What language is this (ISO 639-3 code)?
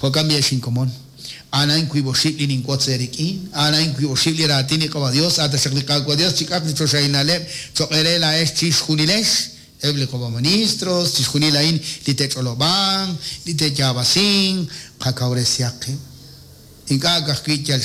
kek